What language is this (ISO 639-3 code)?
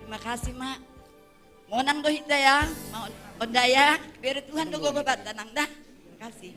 bts